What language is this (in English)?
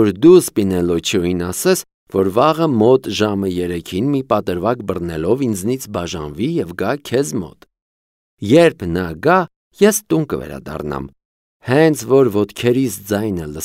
Armenian